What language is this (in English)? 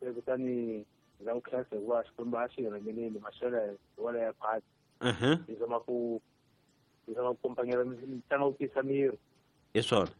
Tsonga